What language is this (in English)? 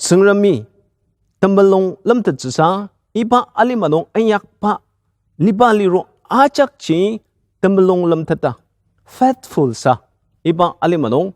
Ao Naga